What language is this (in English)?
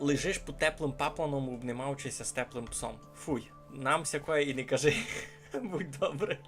Rusyn